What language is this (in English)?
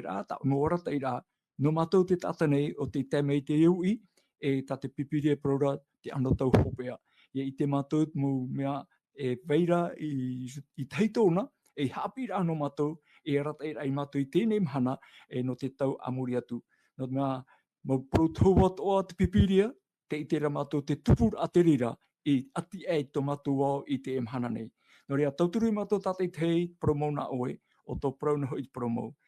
Tahitian